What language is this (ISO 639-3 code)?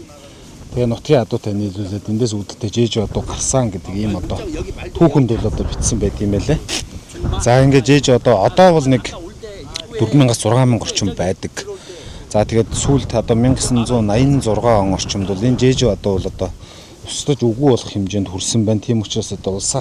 mon